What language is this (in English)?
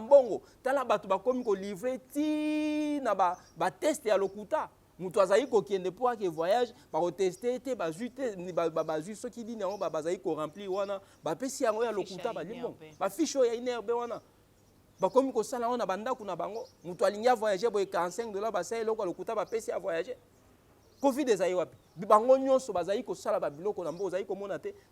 Lingala